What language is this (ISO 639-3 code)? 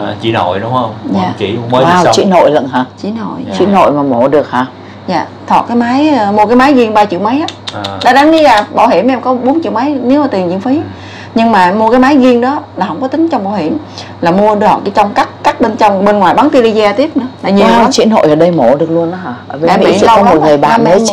vie